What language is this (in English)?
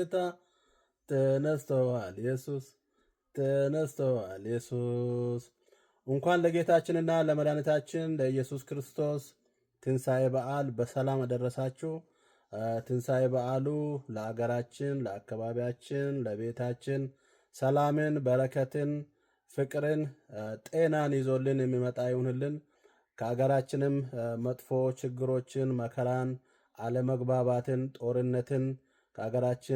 Amharic